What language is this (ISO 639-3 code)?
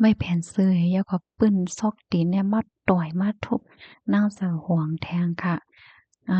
shn